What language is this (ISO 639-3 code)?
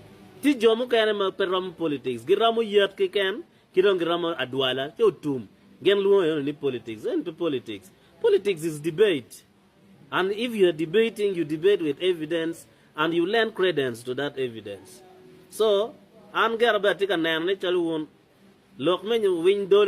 ach